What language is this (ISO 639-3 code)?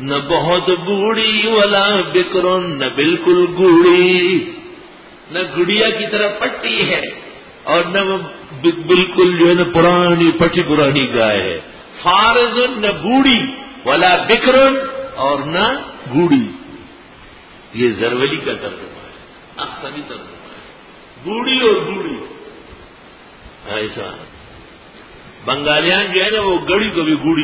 urd